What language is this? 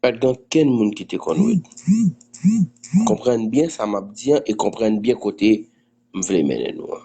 Haitian Creole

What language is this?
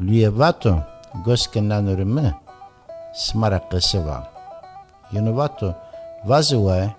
Zaza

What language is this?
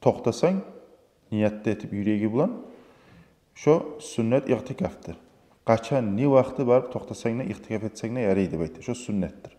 Kumyk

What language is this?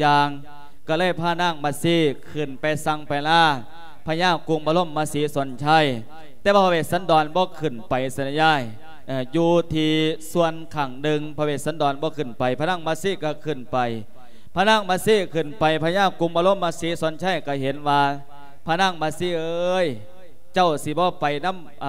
Lao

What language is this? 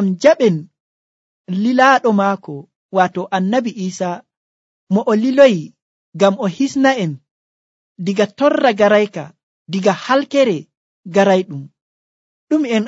Nigerian Fulfulde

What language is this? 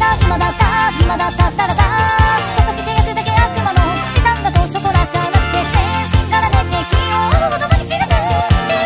Japanese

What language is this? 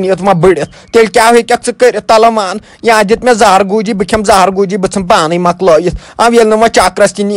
Kashmiri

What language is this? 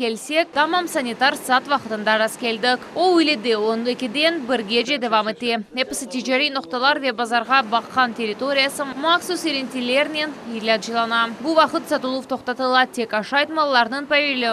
Crimean Tatar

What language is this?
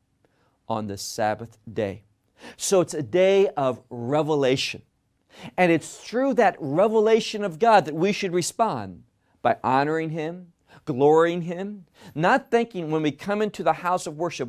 English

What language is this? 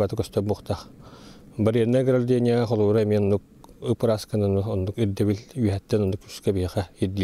Yakut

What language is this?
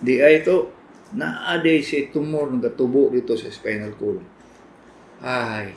Cebuano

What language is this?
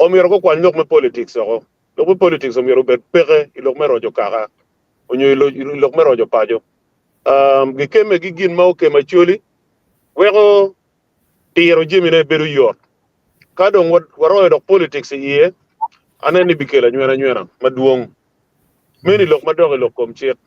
Acoli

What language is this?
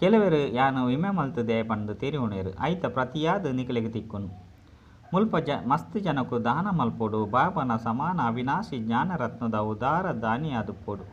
Tulu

